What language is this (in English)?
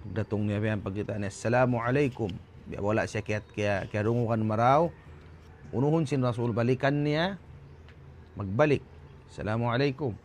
Tausug